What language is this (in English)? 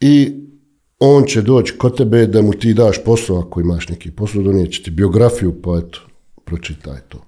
Bosnian